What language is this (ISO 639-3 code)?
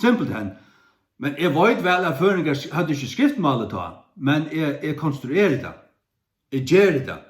fao